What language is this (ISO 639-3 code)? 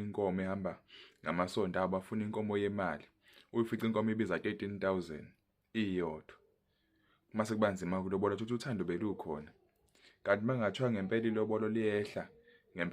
zul